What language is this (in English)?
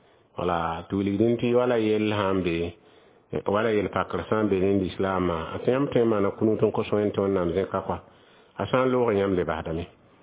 Mossi